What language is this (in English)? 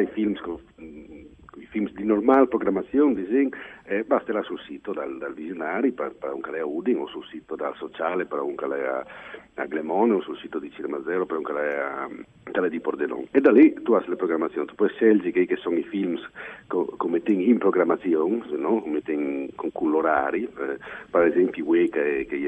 Friulian